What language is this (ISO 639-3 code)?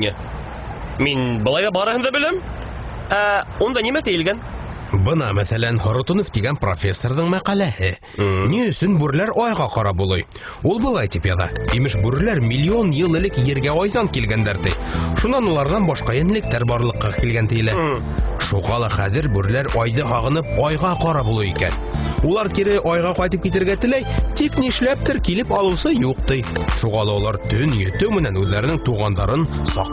bak